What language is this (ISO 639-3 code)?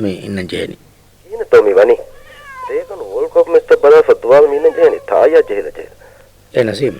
div